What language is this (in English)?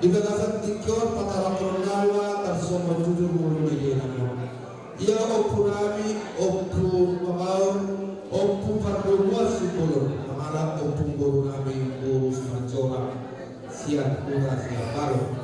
Batak Toba